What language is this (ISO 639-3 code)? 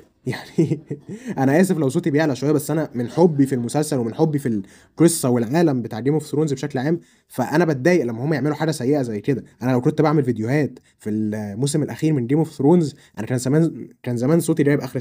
arz